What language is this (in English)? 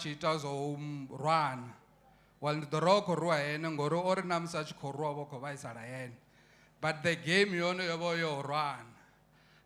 Venda